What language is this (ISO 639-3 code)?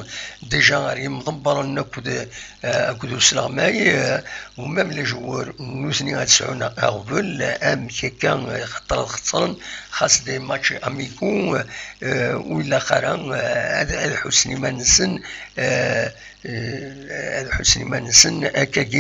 kab